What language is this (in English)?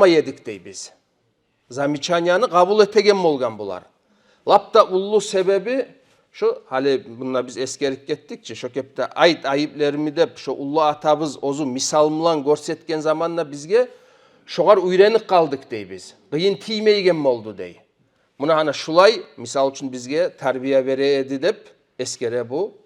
Kumyk